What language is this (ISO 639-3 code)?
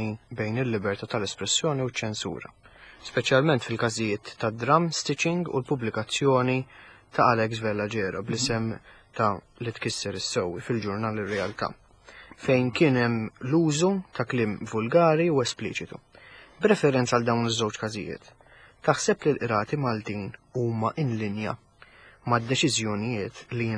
mlt